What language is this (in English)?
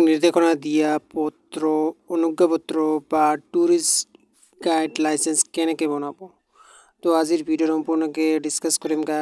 Assamese